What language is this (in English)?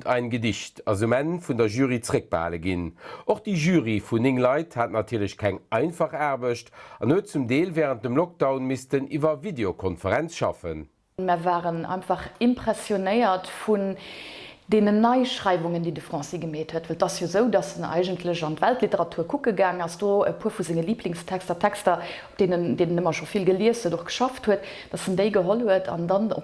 Luxembourgish